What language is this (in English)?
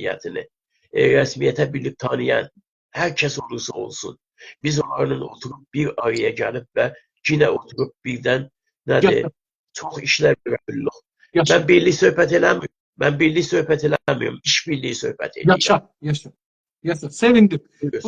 South Azerbaijani